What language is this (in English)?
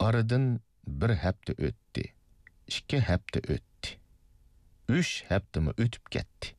Uyghur